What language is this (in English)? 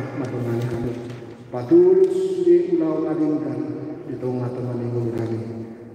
Batak Toba